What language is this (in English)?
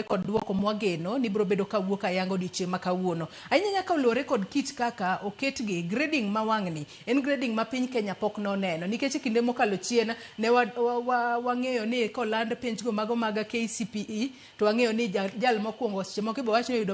Luo (Kenya and Tanzania)